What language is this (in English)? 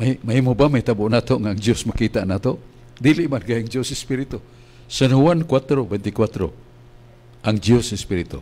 Cebuano